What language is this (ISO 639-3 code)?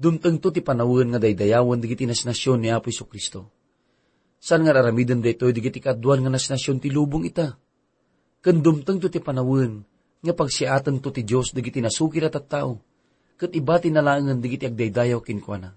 ilo